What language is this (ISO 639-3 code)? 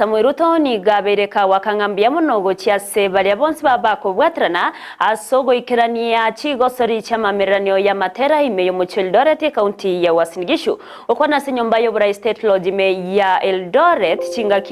guz